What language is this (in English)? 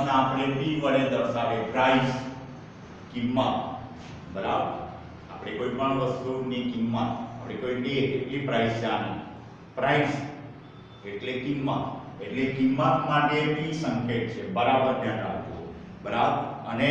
Gujarati